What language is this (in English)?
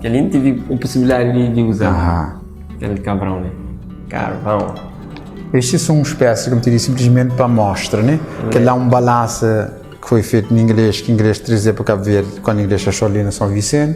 Kabuverdianu